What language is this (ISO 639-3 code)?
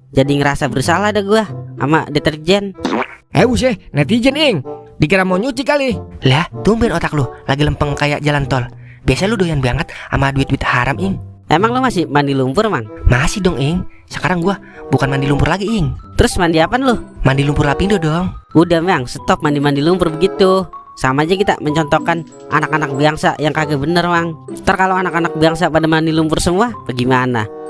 bew